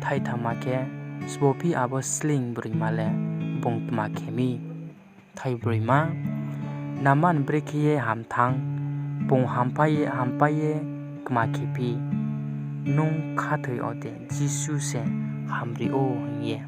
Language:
Riang (India)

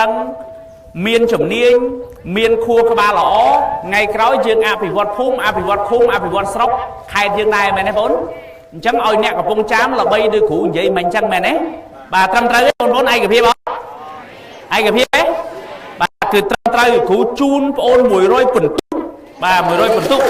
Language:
Khmer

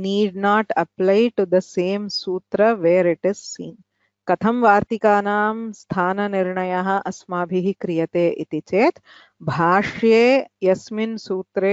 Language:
Sanskrit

